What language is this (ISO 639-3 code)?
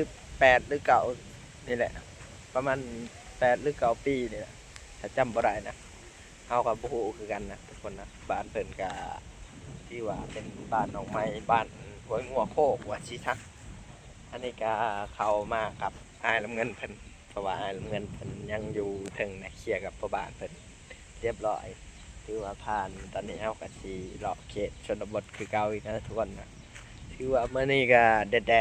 lao